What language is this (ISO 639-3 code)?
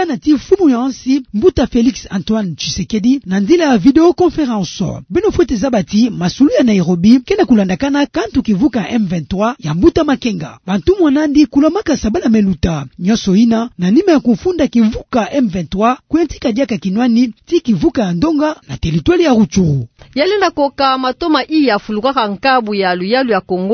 ktu